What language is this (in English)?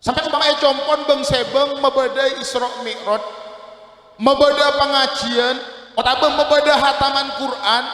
Madurese